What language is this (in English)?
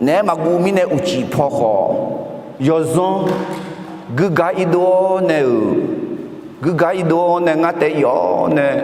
Akha